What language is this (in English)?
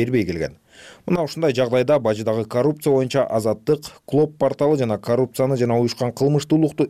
Kyrgyz